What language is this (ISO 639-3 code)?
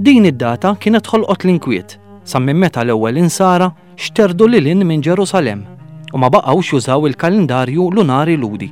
mlt